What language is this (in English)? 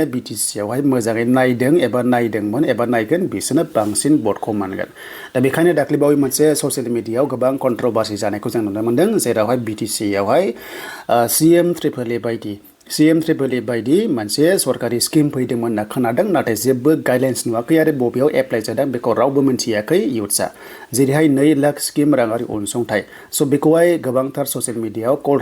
Bodo